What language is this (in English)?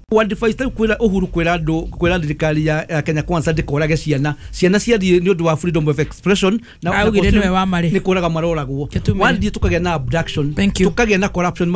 Kikuyu